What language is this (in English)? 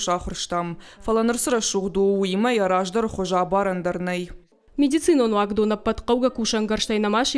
Ossetic